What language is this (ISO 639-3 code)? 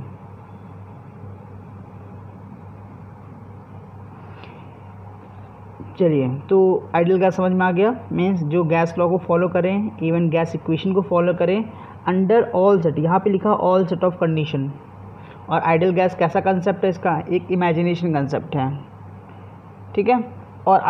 hin